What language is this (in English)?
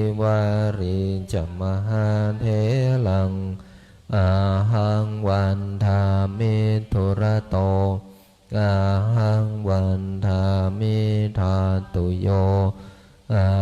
Pali